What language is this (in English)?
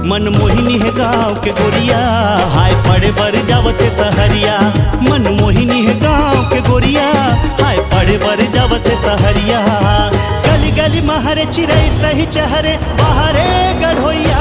Chhattisgarhi